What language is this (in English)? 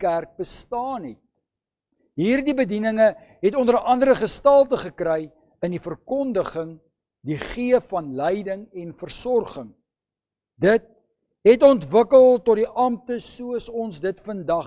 Afrikaans